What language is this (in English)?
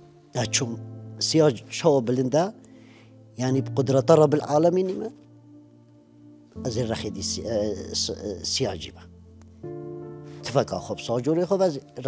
Kurdish